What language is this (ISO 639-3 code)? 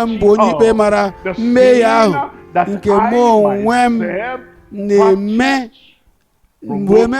ibo